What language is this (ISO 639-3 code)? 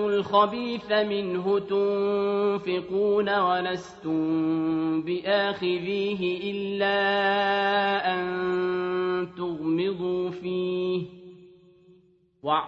ara